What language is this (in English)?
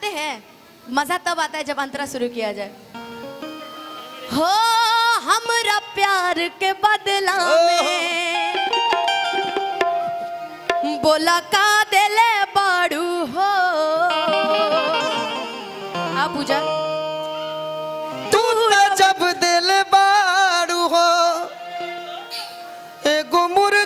Bhojpuri